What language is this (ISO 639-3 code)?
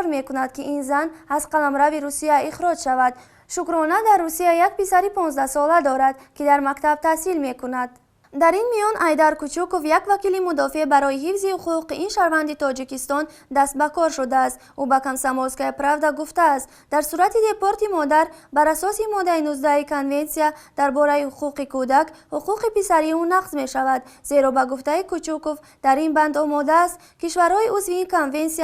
tgk